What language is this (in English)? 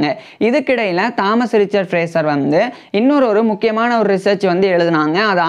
Tamil